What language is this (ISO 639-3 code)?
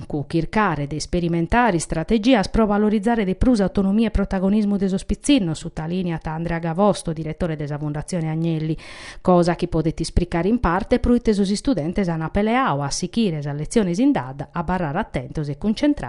srd